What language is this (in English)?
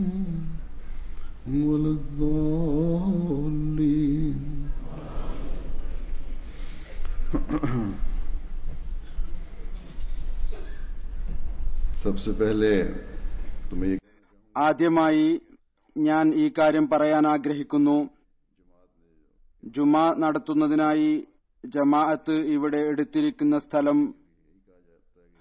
Malayalam